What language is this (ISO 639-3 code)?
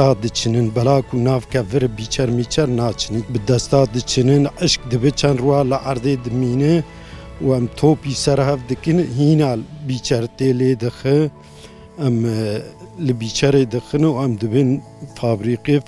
kur